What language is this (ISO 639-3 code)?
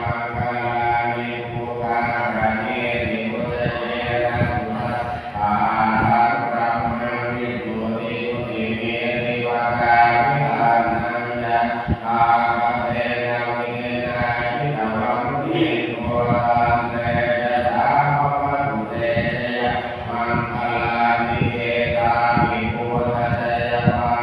pli